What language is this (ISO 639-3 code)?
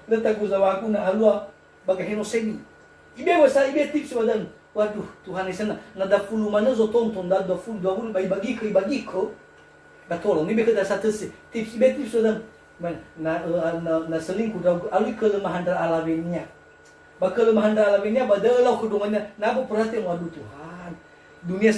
nia